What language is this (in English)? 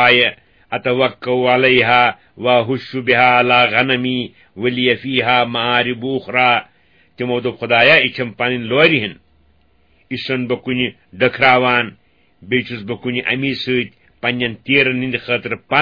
Kashmiri